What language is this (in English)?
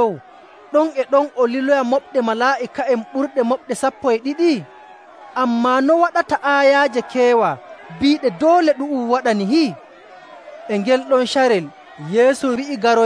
Nigerian Fulfulde